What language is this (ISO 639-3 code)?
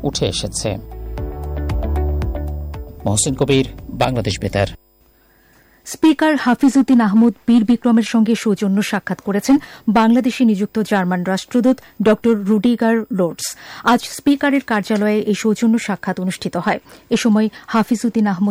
ben